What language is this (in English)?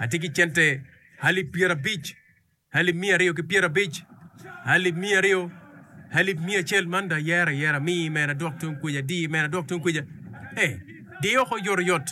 Acoli